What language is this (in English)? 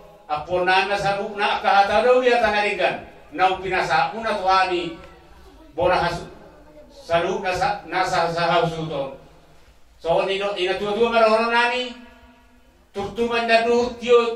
Batak Toba